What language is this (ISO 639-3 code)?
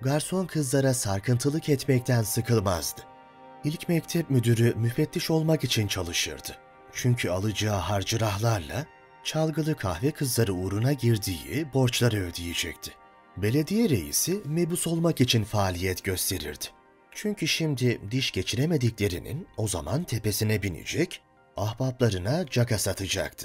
tur